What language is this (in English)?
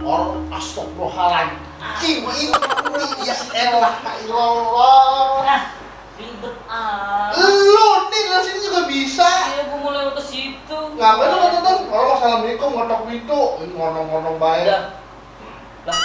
Betawi